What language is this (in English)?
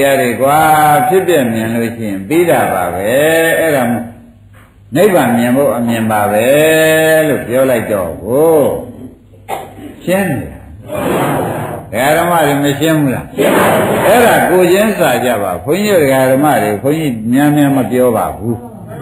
Burmese